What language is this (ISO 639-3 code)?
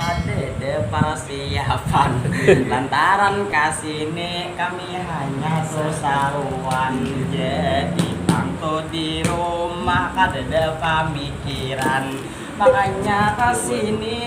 bjn